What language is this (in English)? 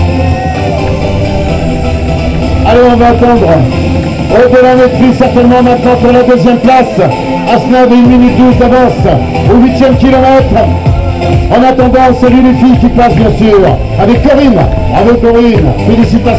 French